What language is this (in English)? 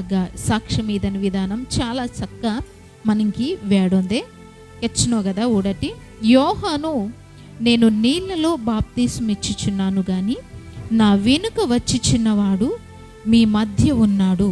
Koya